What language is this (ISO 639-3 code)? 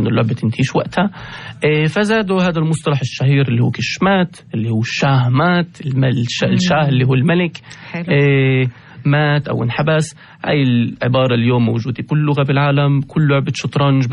apc